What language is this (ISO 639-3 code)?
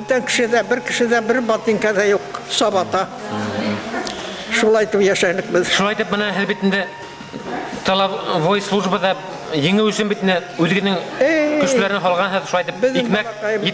bak